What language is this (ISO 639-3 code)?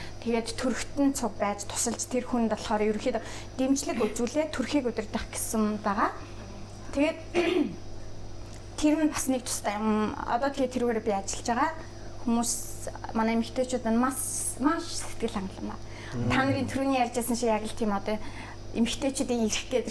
mon